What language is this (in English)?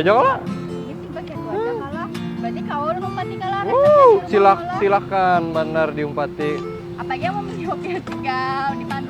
Banjar